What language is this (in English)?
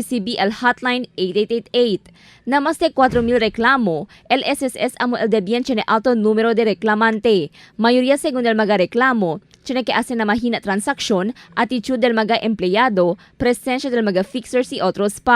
Chavacano